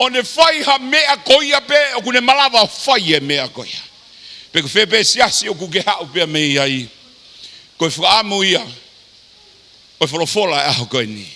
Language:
Tongan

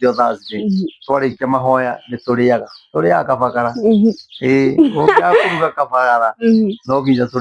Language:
Kikuyu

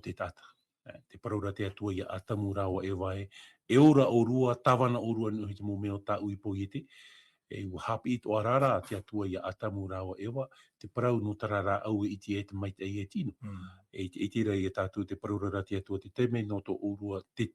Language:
Tahitian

